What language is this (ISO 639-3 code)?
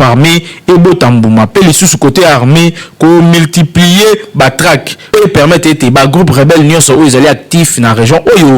lin